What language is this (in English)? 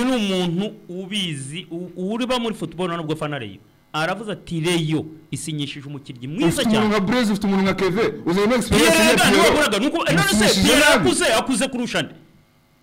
Kinyarwanda